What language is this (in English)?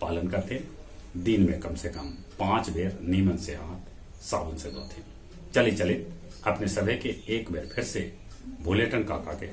Magahi